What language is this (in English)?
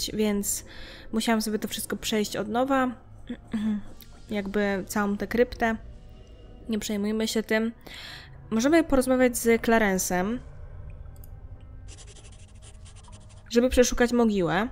Polish